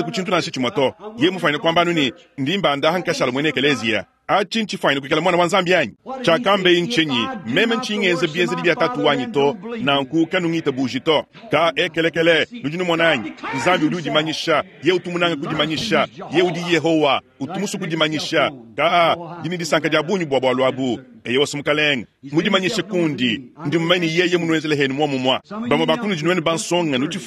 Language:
Luba-Lulua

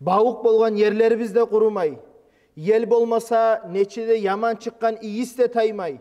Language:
Kumyk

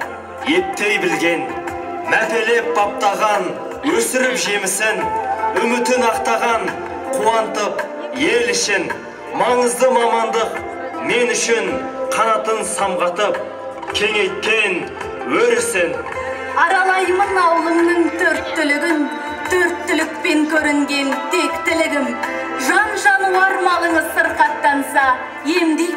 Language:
Kazakh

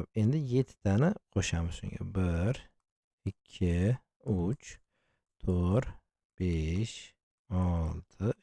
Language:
Uzbek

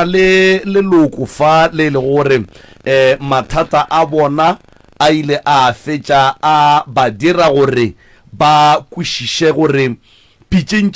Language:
Northern Sotho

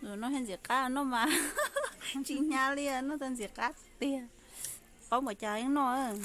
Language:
Hmong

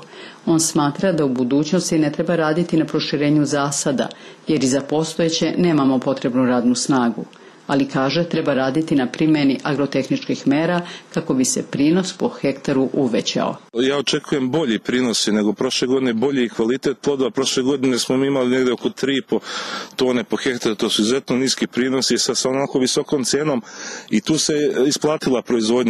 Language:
Serbian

